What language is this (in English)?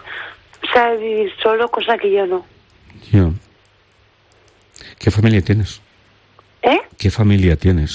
Spanish